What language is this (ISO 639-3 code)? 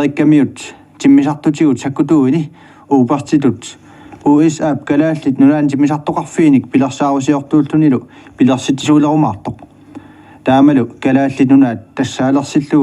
kal